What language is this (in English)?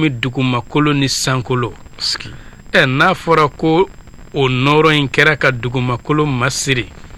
Bambara